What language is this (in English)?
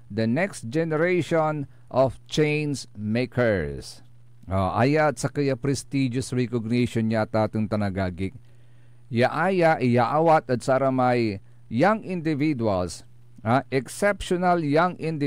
Pangasinan